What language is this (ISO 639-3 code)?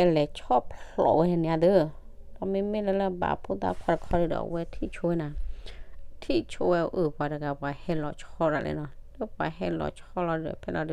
ksw